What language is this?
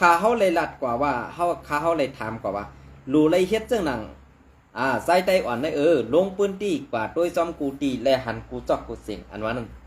Shan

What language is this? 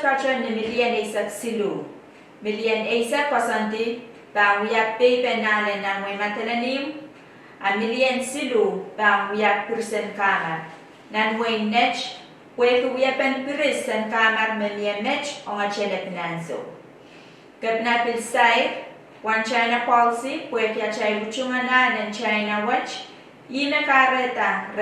Pohnpeian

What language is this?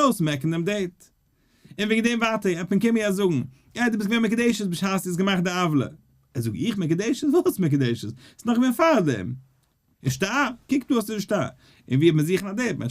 Yiddish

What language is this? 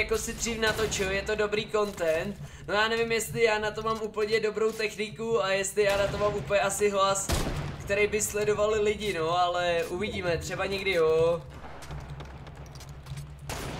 Czech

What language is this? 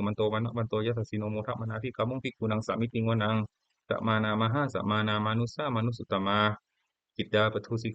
Pali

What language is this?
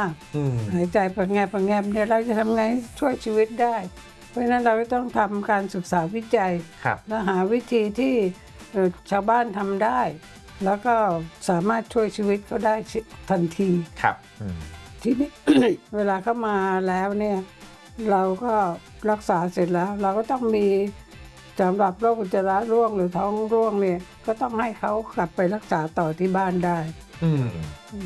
Thai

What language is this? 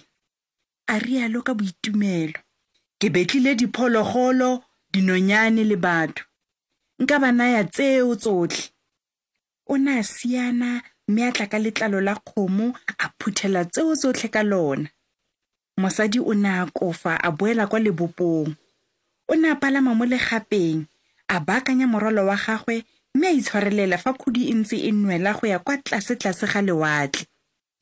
Tswana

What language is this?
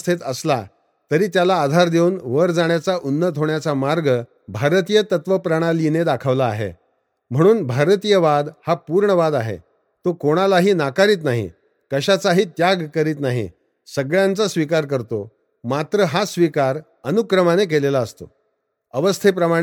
Marathi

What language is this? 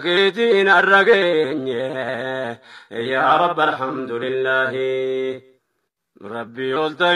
Oromo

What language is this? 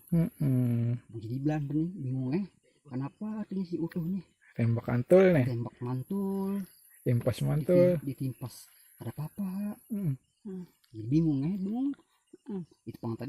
Banjar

